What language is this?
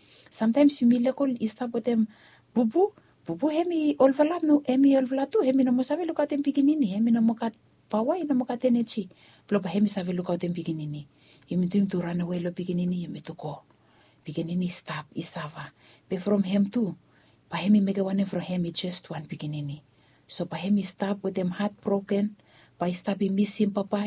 Bislama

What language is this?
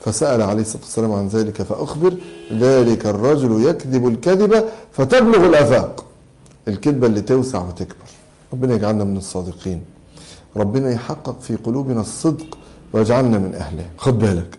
Egyptian Arabic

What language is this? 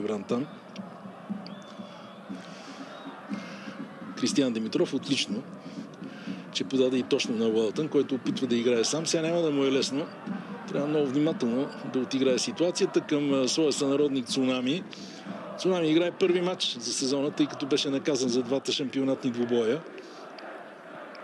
Bulgarian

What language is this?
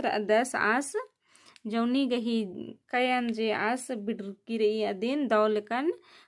Kurukh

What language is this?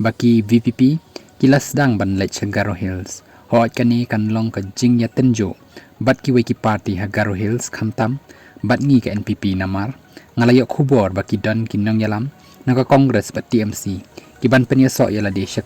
Khasi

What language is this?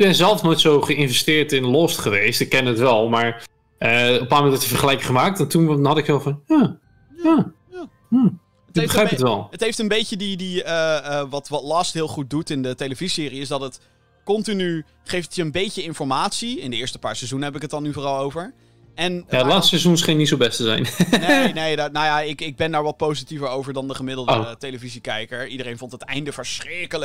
Dutch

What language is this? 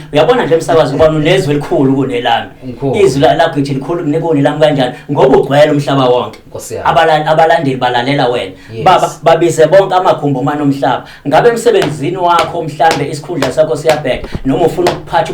Zulu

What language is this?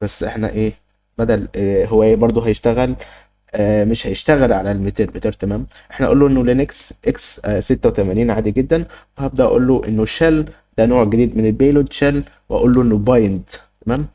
Egyptian Arabic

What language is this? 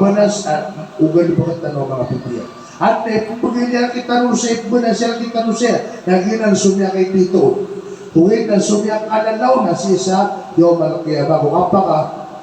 Maranao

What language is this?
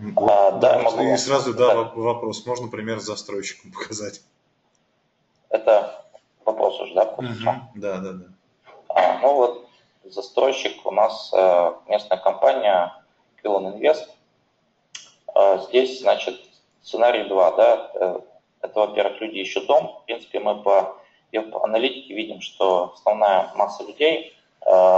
Russian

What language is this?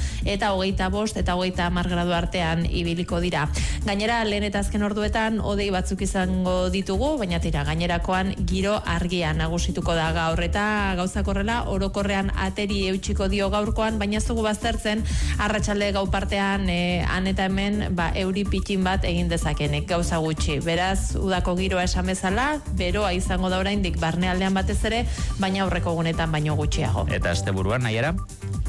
Basque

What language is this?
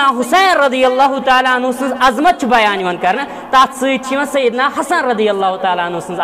Kashmiri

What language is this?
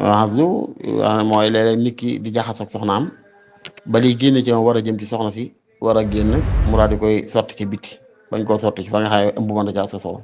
Wolof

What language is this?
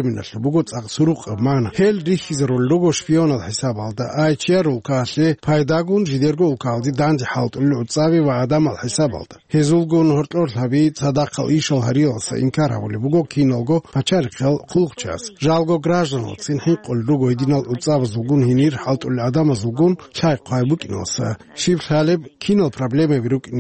Avaric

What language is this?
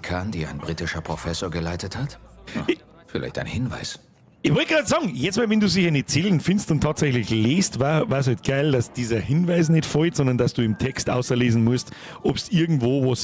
Bavarian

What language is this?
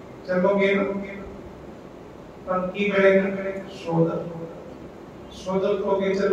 Punjabi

